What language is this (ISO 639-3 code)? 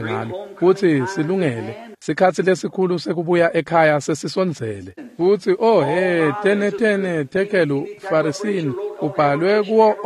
ssw